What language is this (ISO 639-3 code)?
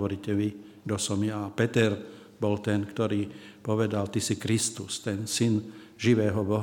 slk